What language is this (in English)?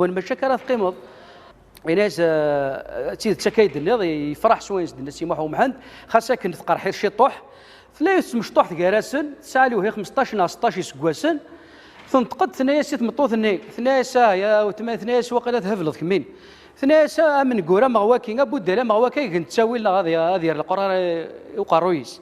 Kabyle